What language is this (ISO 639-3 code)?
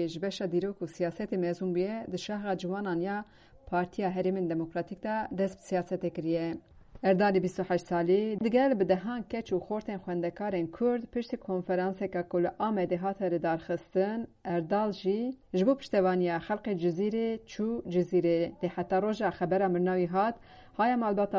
kur